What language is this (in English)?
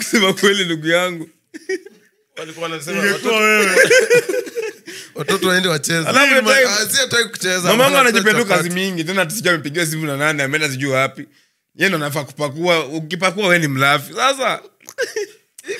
Swahili